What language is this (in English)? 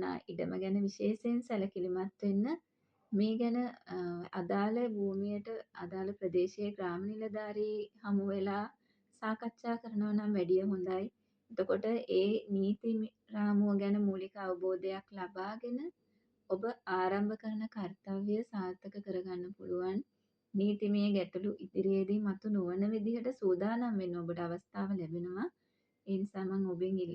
Sinhala